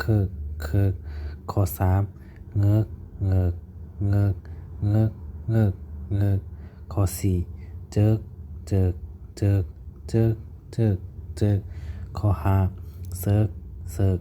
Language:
Shan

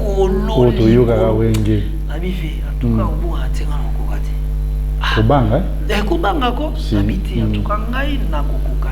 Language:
Lingala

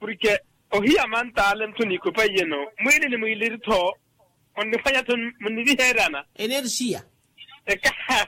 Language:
Makhuwa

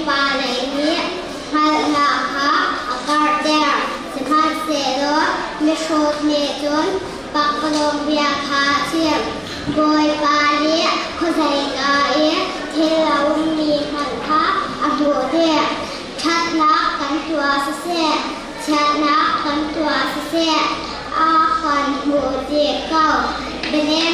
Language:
Hakha Chin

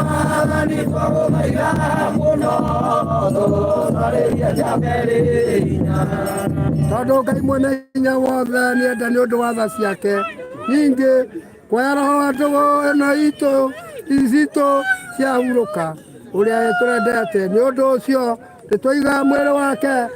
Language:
Kikuyu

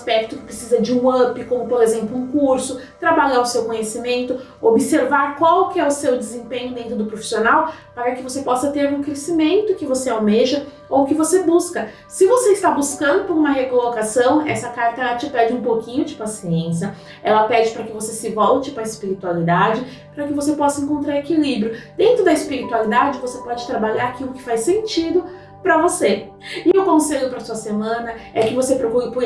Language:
Portuguese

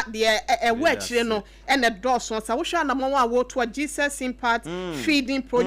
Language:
Akan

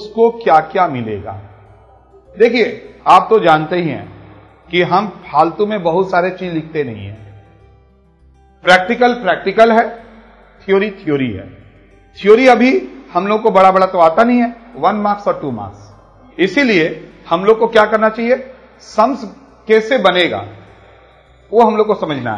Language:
Hindi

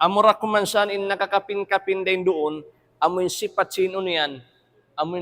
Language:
Tausug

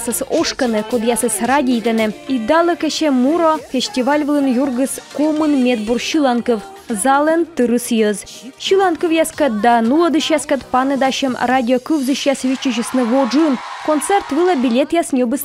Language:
Komi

